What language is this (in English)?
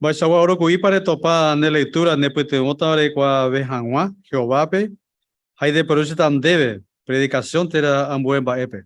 Guarani